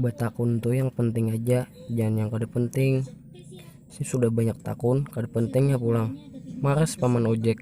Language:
Banjar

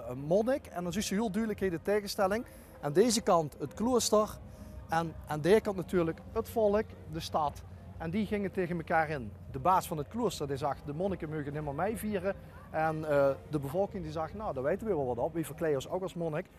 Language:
Limburgish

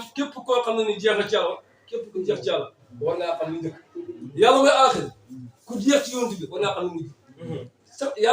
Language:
Wolof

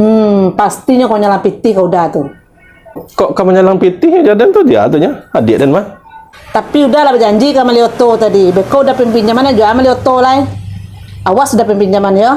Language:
Minangkabau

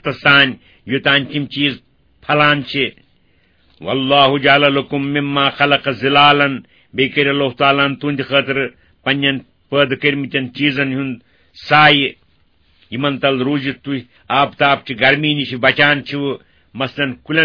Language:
Kashmiri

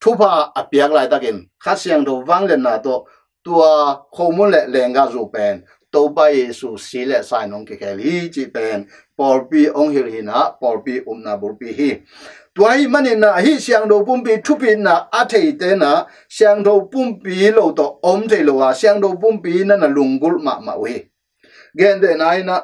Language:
Tedim Chin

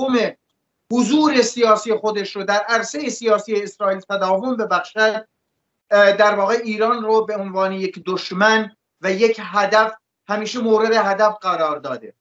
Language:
Persian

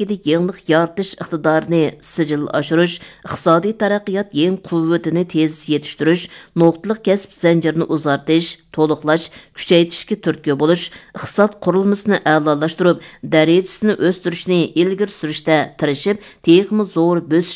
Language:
Uyghur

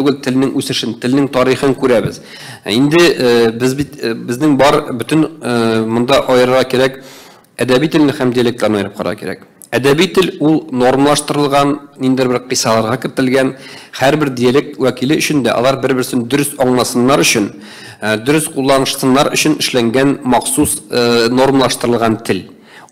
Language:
Tatar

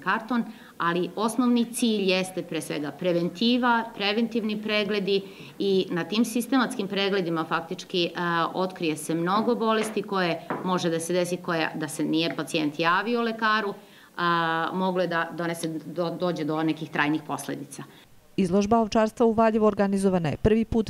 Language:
Serbian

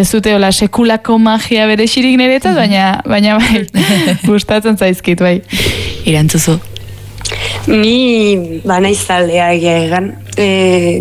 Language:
Basque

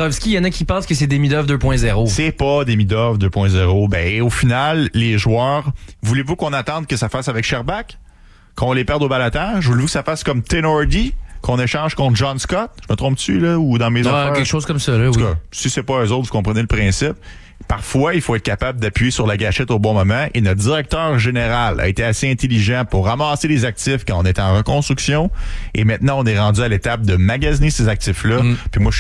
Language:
French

